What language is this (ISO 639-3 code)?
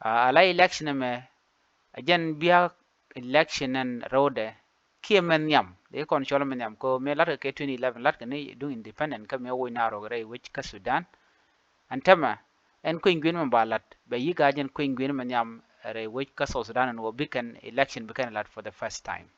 nus